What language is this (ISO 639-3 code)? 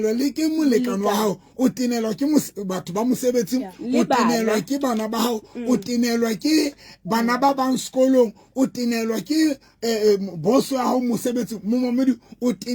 sot